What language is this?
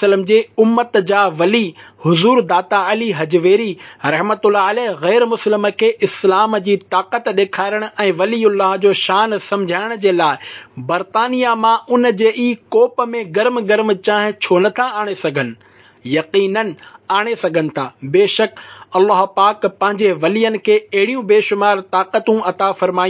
Sindhi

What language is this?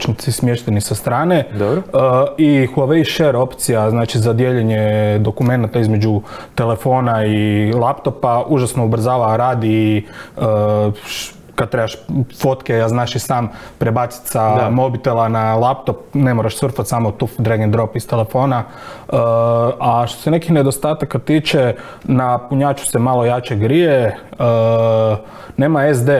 Croatian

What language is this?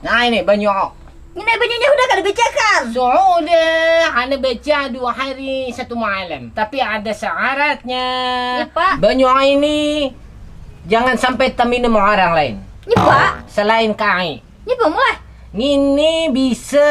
Banjar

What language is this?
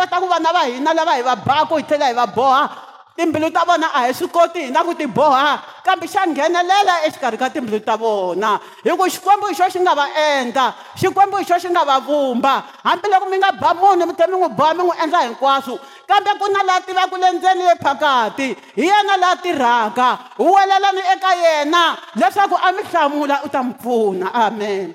Tsonga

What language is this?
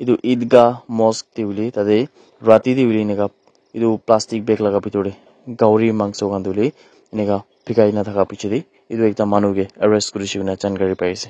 Naga Pidgin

